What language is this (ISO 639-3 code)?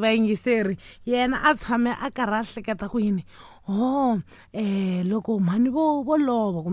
tso